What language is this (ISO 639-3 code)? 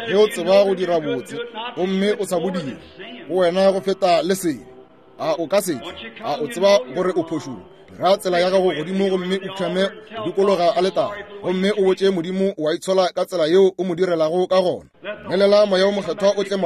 nso